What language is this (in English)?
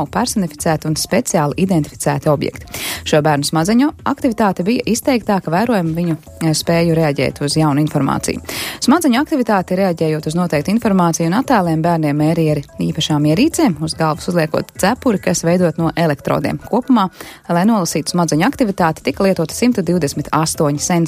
Latvian